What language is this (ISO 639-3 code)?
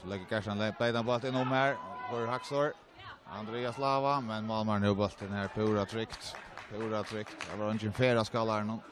fao